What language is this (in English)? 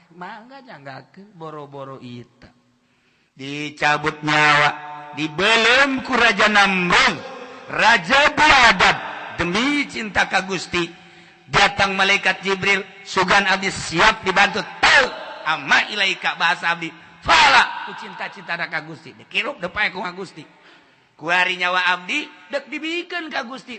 Sundanese